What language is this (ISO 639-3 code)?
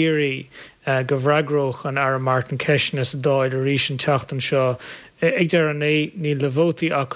gle